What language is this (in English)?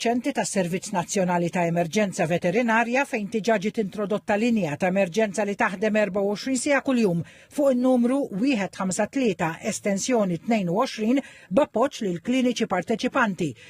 Maltese